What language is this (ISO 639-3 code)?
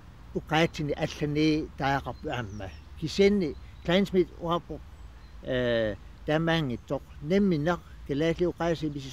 kal